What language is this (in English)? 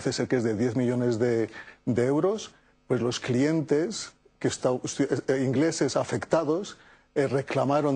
Spanish